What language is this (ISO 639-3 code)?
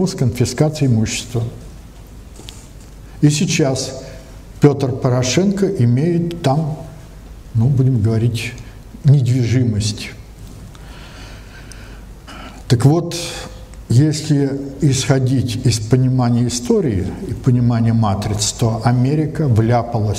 rus